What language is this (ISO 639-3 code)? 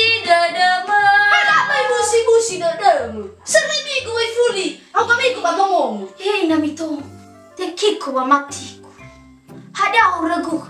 nia